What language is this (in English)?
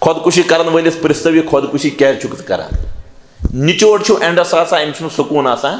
Kashmiri